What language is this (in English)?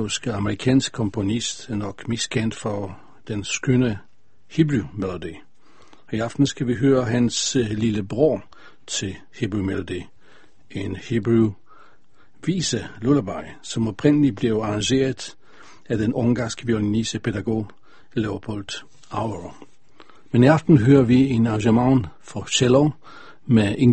Danish